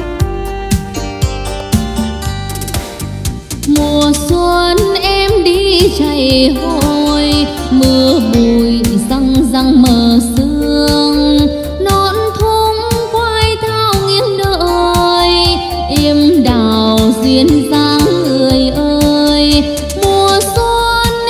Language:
Vietnamese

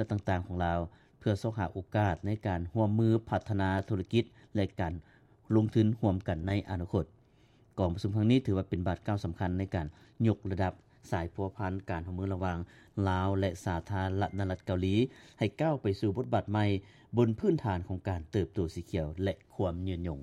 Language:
Lao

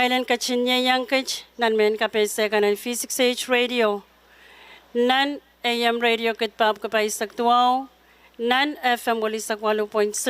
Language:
Pohnpeian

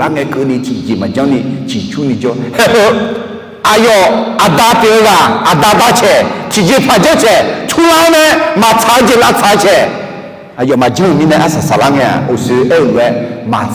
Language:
Akha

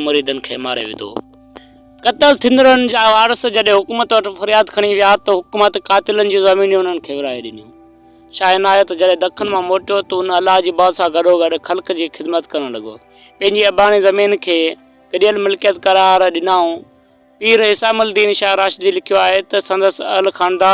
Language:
Sindhi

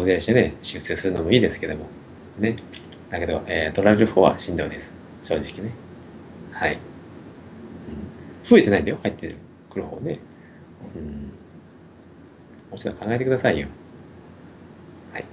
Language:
Japanese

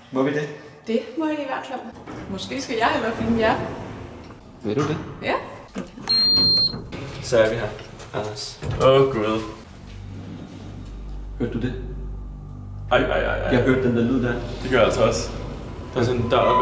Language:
Danish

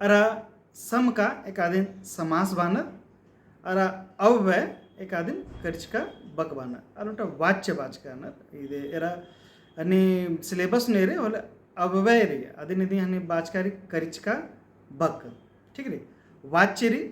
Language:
Kurukh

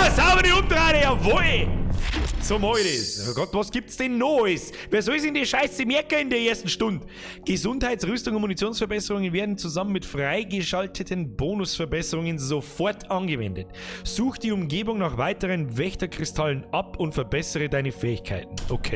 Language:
Bavarian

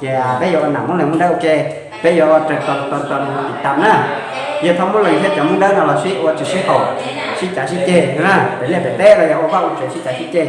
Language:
Hmong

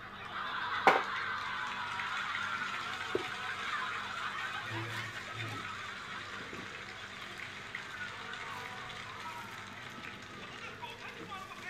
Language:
Chinese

